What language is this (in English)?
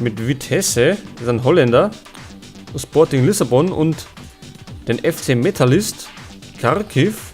Bavarian